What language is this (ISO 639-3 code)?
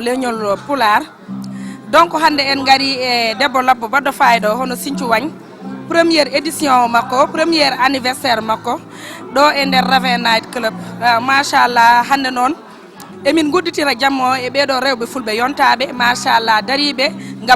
ful